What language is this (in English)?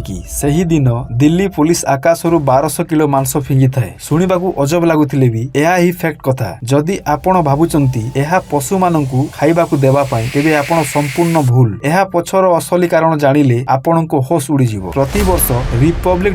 Odia